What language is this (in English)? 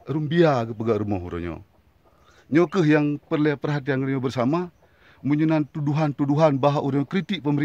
Achinese